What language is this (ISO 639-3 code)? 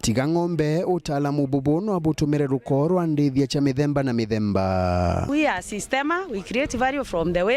mer